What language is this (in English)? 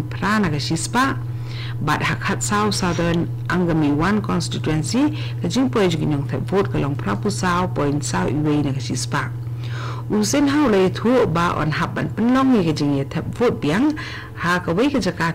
Khasi